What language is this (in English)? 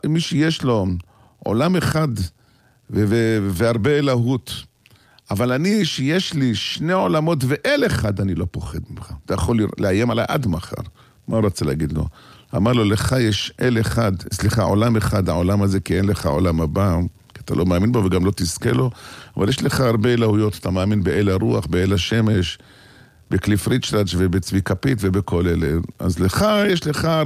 Hebrew